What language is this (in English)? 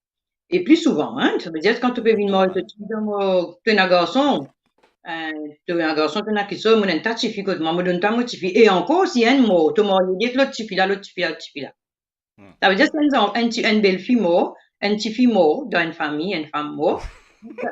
Morisyen